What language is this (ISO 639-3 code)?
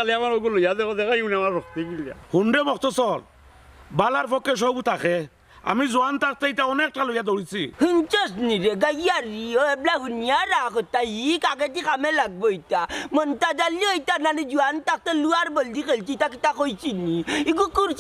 syl